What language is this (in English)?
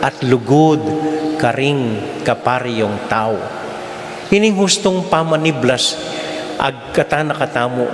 Pampanga